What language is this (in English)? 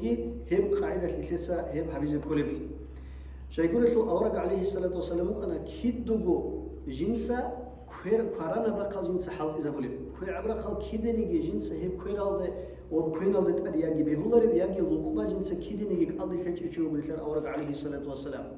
Avaric